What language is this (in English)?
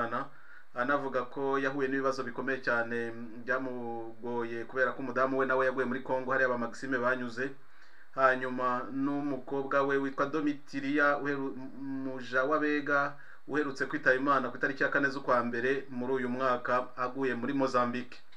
Kinyarwanda